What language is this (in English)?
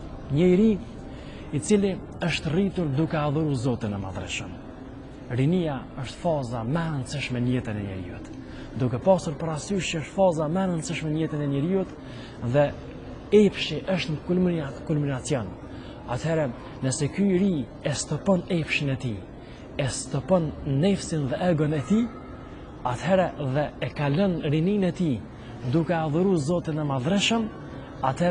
Albanian